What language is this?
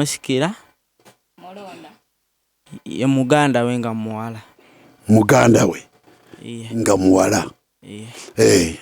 Ganda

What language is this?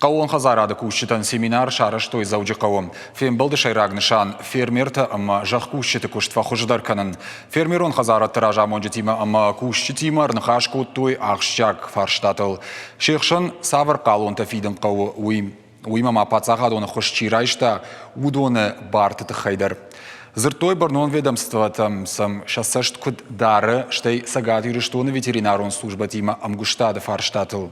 Ossetic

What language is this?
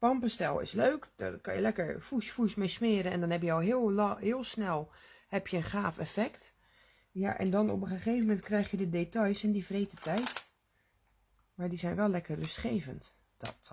Dutch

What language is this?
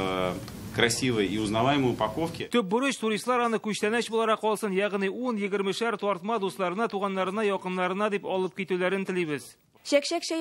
Tatar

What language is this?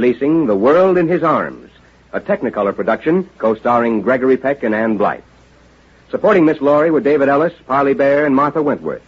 English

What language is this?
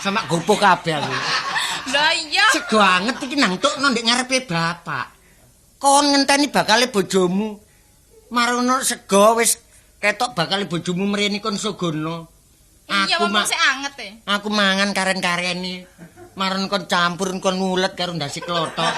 Javanese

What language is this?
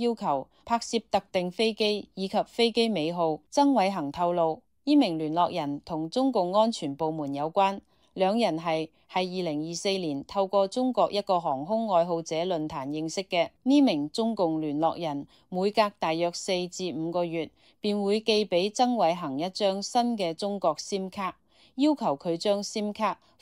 Cantonese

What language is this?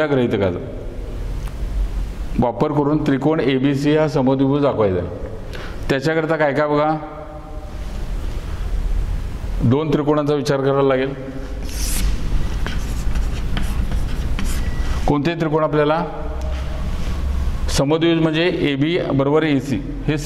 Marathi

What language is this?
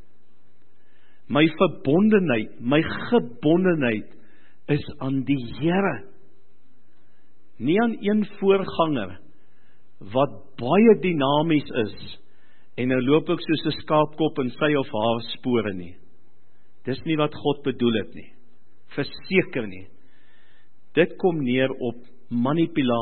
Afrikaans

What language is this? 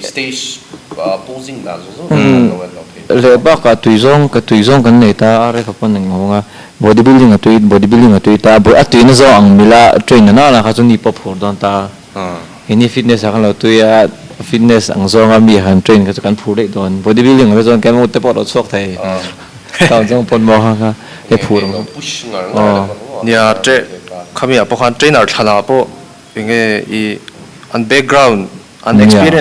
Mizo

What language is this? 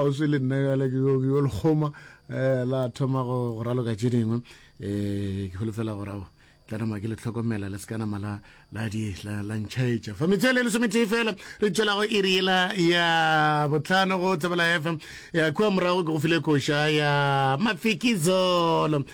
Northern Sotho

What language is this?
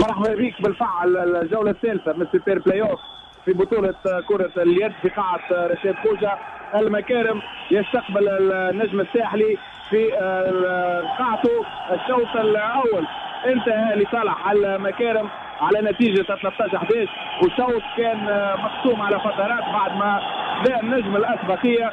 Tunisian Arabic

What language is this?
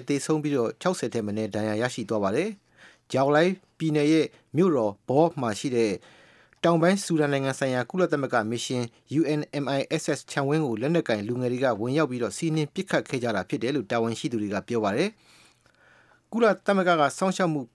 Burmese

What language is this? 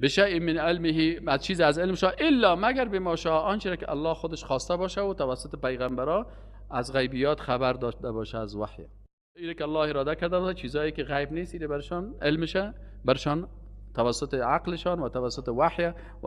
Persian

